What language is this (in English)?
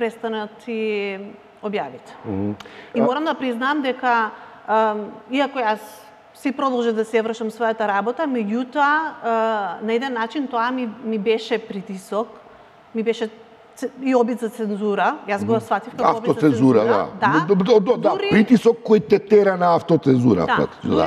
Macedonian